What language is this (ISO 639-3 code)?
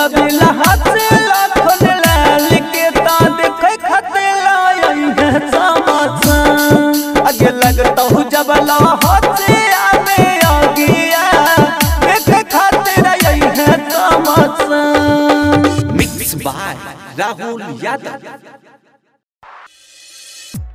bho